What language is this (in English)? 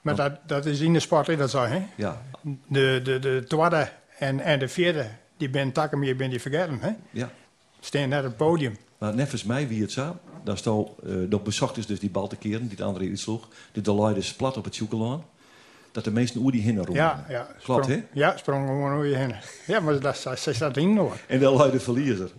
Western Frisian